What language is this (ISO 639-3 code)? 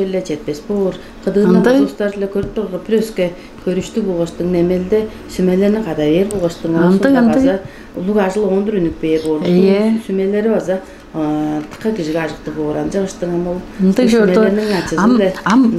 tyv